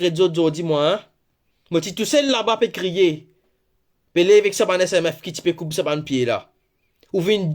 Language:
Morisyen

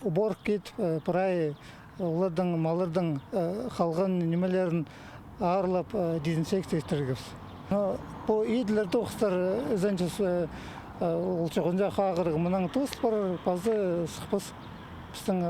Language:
Khakas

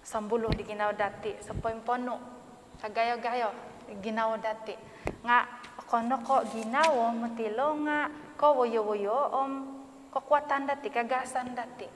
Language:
Central Dusun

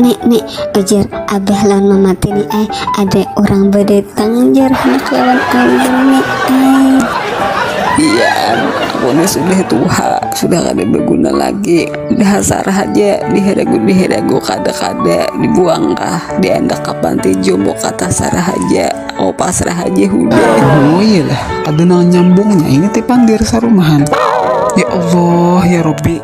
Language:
Banjar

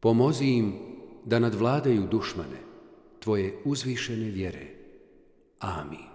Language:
Bosnian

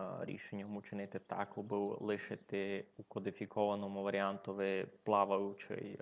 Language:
Rusyn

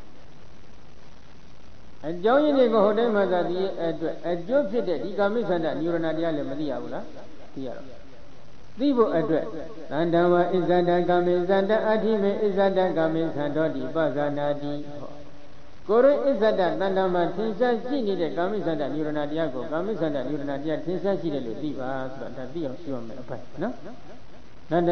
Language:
Burmese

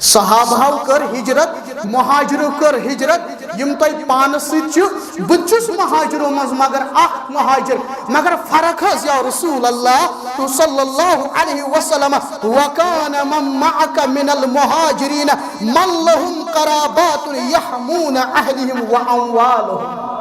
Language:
Kashmiri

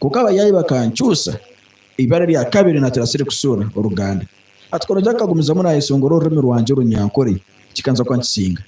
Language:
Nyankole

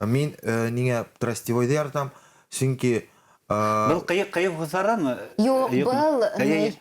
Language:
Bashkir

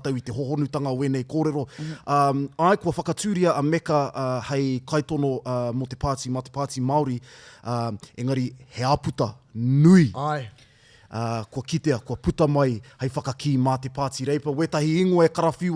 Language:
Māori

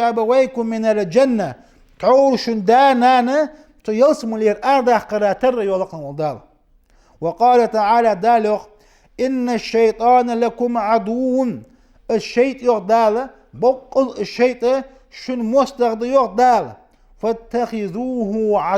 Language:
Ingush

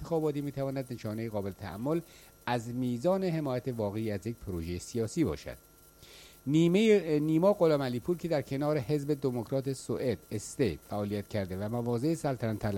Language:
Persian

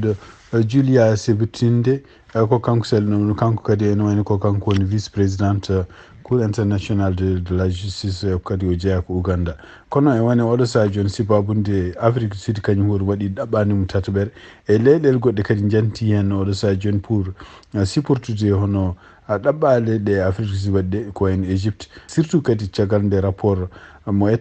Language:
Fula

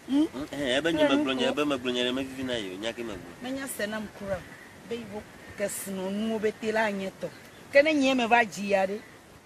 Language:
Ewe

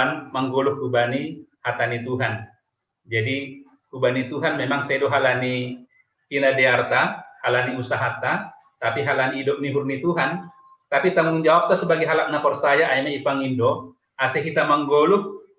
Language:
Batak Simalungun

